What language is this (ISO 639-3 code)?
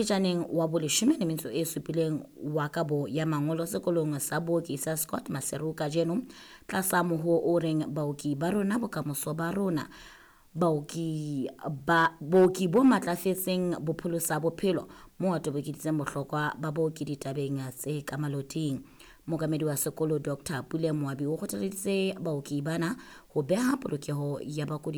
sot